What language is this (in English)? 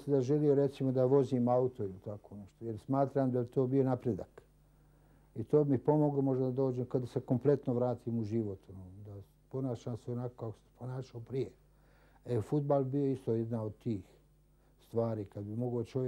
Bosnian